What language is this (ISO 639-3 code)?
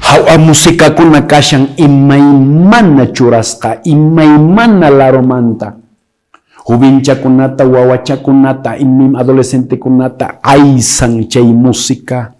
que